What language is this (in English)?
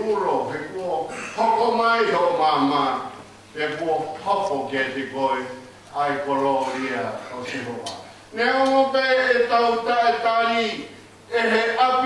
Tongan